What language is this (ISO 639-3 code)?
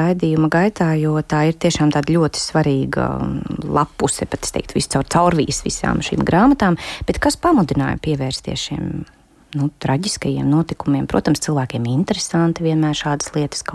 lav